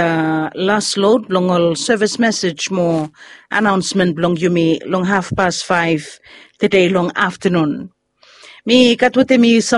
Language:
Bislama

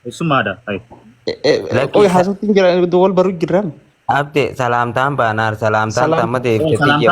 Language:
Oromo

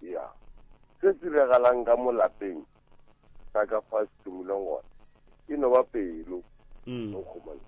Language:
Northern Sotho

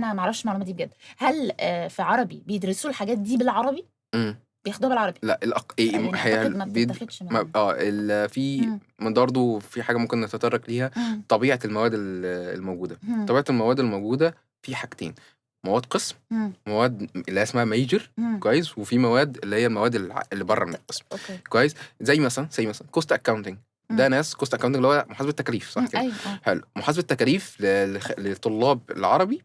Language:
Egyptian Arabic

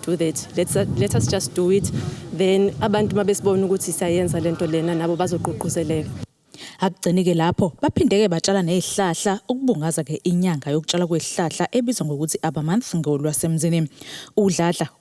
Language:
Zulu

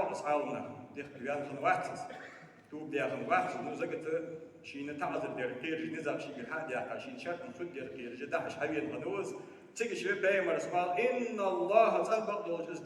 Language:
Ingush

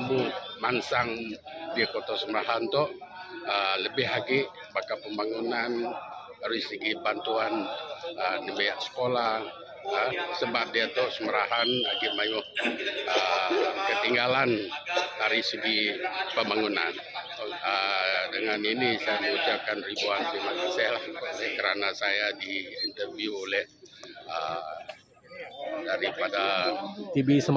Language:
Malay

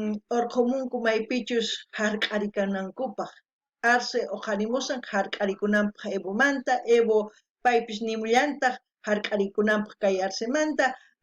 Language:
South Bolivian Quechua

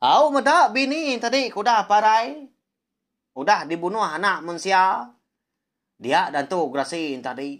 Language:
Iban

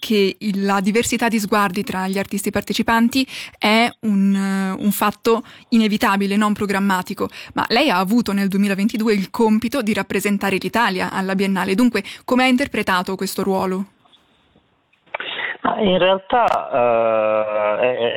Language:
Italian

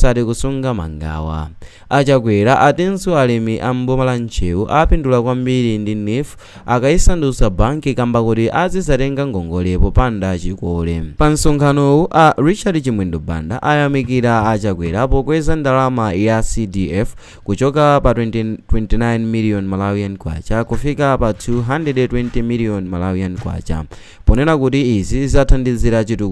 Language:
Nyanja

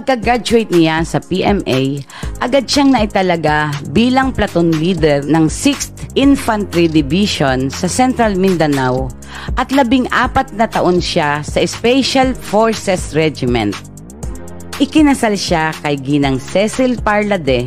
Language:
Filipino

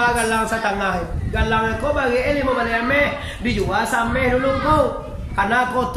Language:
Minangkabau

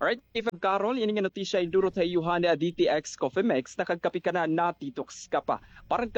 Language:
Waray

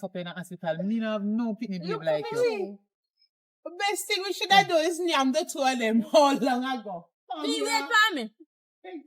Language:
Jamaican Creole English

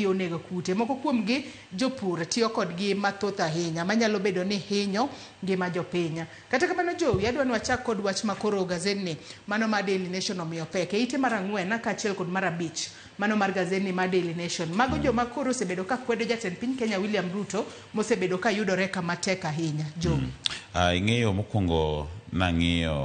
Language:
Luo (Kenya and Tanzania)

